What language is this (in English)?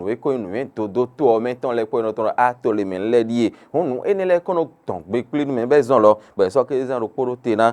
Fon